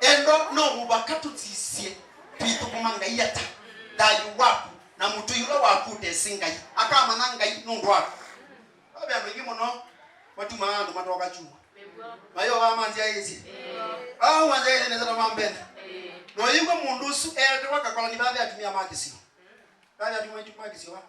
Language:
Kamba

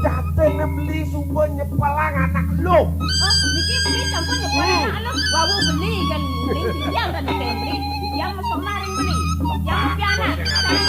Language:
Balinese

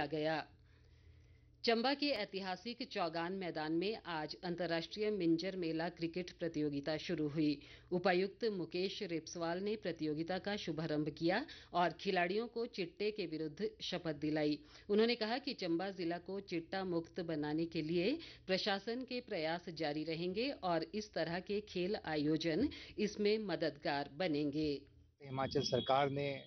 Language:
Hindi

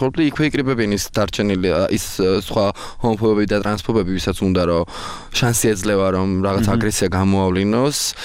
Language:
Georgian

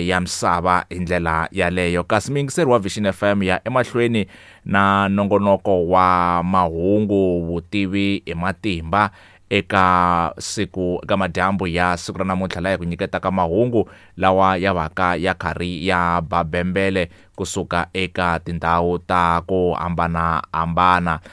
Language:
Tsonga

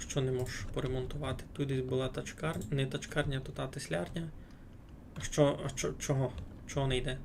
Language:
Rusyn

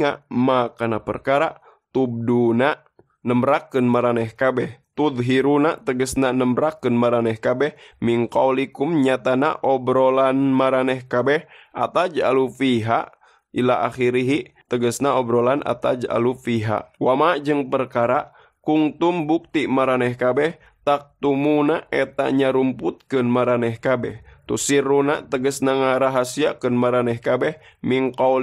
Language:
Sundanese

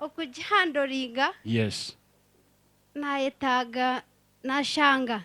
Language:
Nyankole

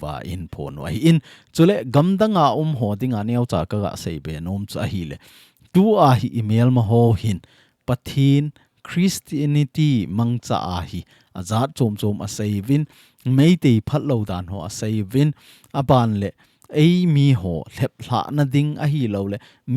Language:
Thado Chin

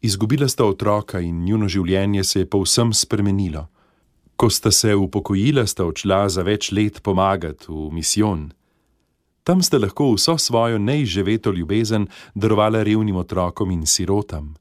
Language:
Slovenian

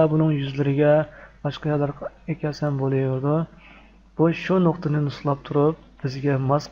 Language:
Uyghur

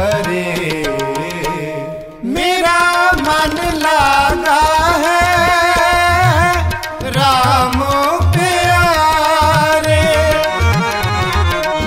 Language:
Hindi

